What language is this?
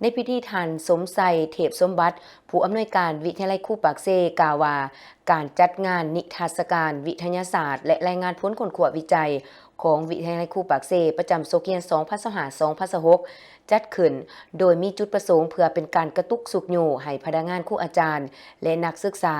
Lao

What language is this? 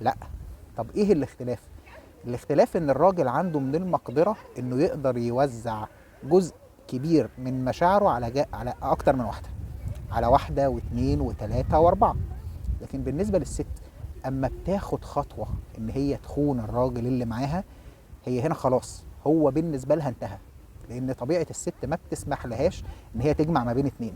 Egyptian Arabic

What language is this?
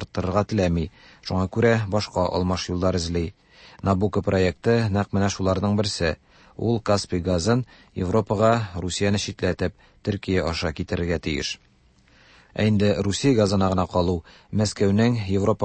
Tatar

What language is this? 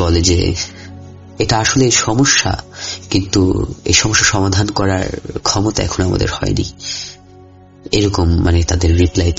Bangla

